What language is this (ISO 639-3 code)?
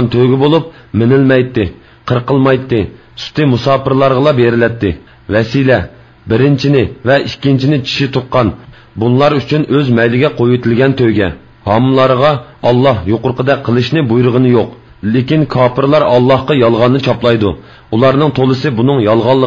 uig